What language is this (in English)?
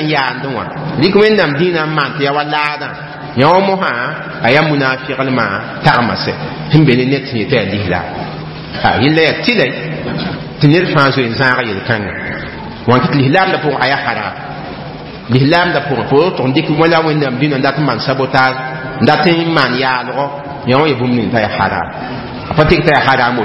Mossi